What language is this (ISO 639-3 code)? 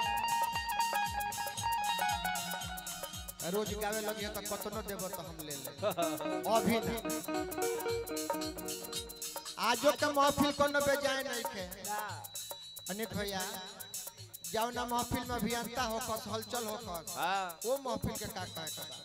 bho